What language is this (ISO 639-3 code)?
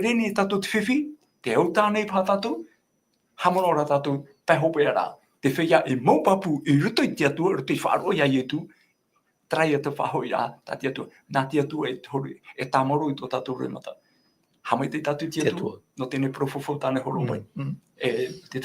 tah